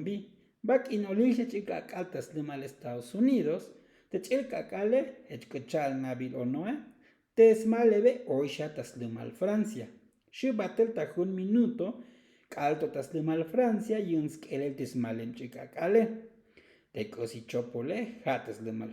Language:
Tzotzil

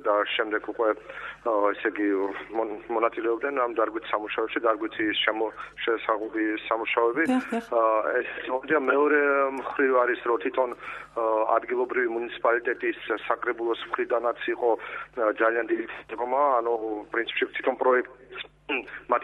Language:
Georgian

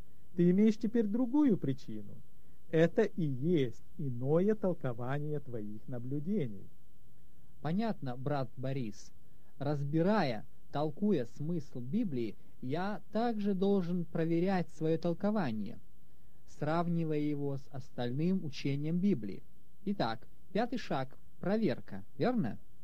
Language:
Russian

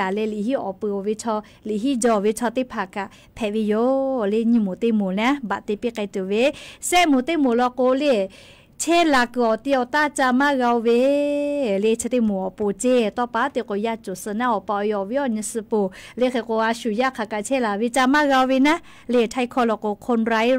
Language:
Lahu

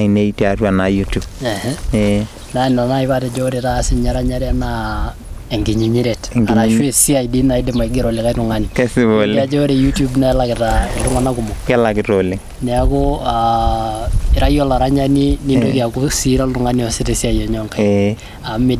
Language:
Masai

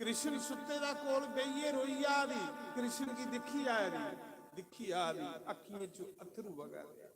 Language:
Dogri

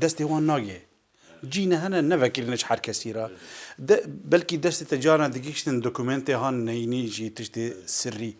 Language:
Kurdish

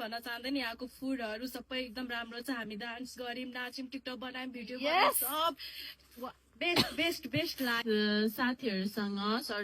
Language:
Nepali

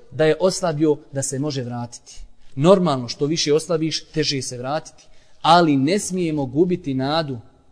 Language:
Bosnian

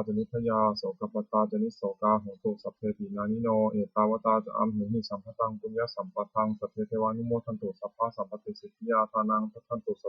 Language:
Pali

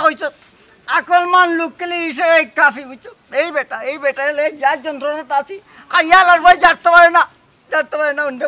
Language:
Sylheti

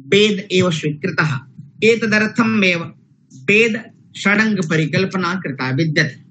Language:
Sanskrit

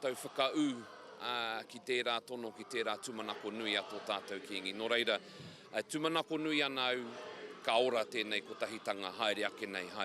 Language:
Māori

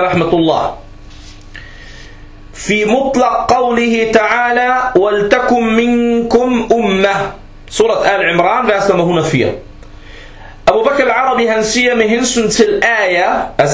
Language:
Danish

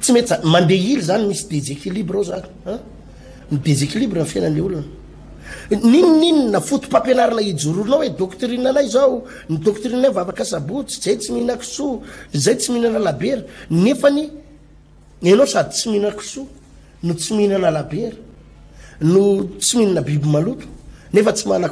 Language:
Malagasy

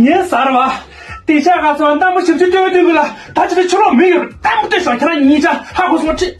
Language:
Tibetan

